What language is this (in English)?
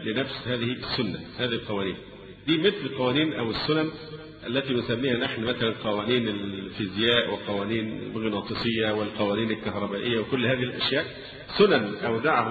Arabic